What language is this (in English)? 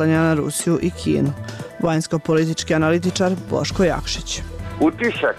Bosnian